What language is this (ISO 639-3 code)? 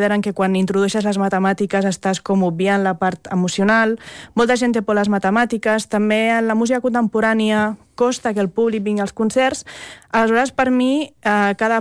cat